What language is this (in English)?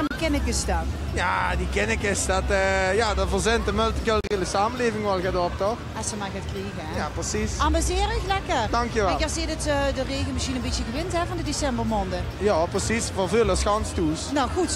Limburgish